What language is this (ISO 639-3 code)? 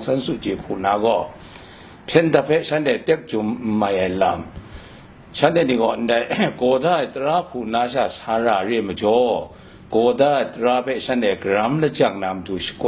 kac